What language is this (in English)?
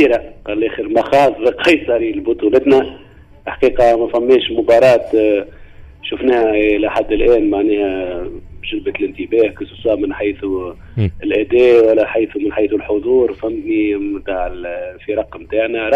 Tunisian Arabic